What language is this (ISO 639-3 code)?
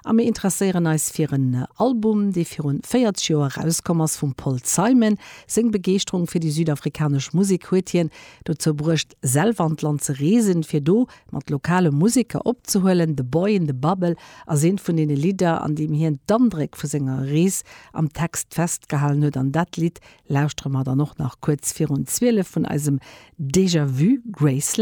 ltz